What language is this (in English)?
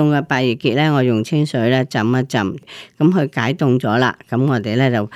Cantonese